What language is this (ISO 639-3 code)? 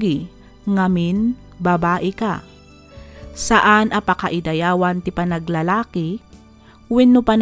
ilo